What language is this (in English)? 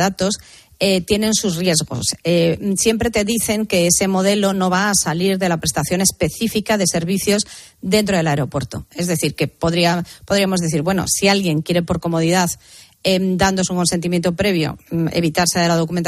Spanish